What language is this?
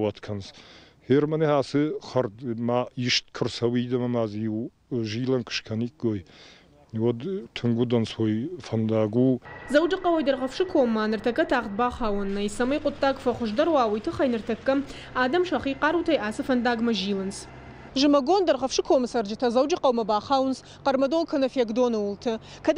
Ossetic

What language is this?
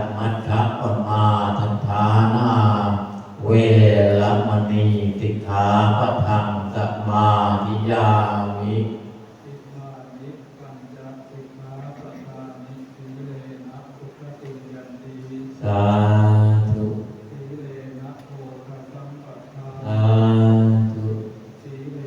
Pali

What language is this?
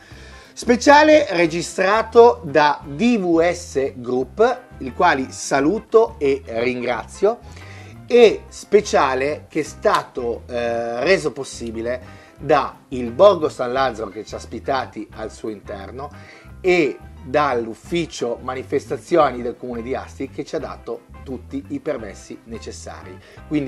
Italian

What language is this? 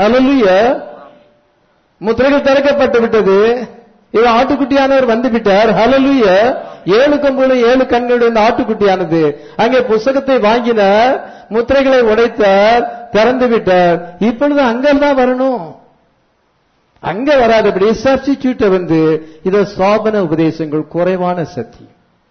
Tamil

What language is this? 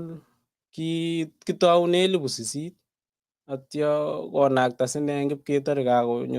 Kalenjin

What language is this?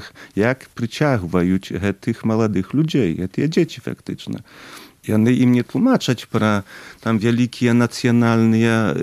Belarusian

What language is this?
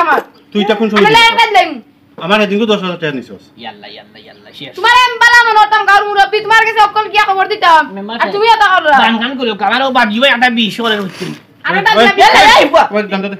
Sylheti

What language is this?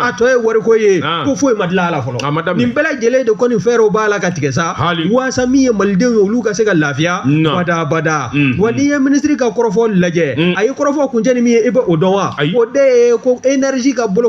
Bambara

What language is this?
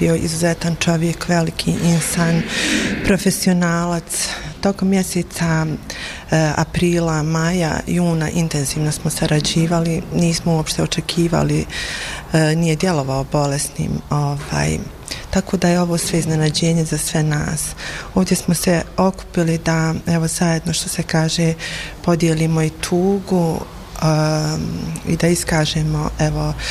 Bosnian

